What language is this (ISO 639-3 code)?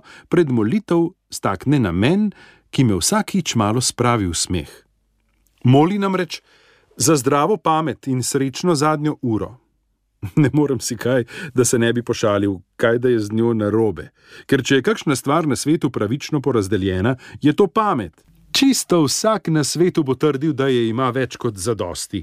slv